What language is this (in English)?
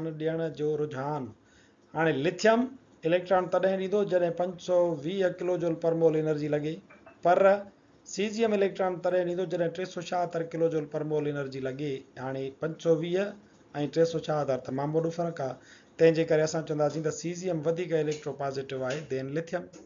Sindhi